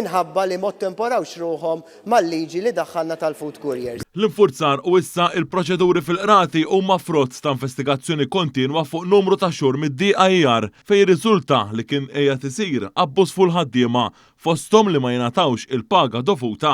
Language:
Maltese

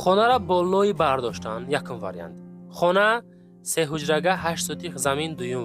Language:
Tajik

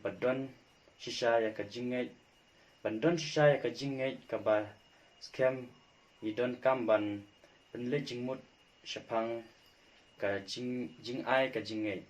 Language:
Khasi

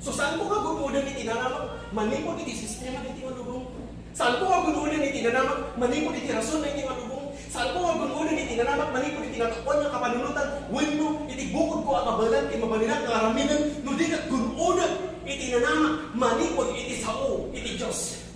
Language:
Iloko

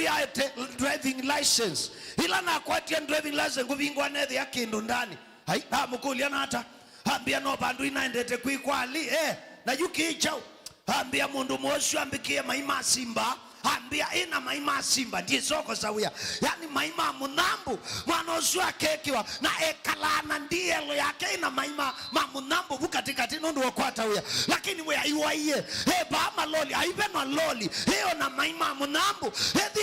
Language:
Kamba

